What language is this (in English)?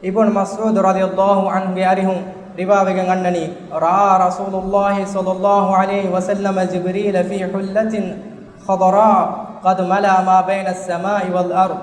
Divehi